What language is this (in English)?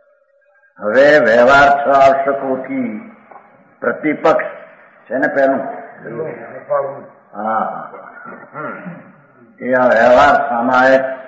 Gujarati